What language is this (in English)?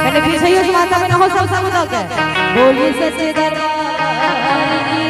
Maithili